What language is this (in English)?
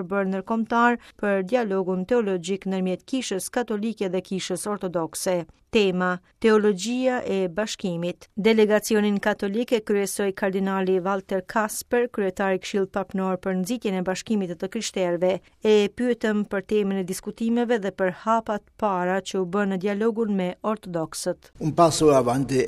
Albanian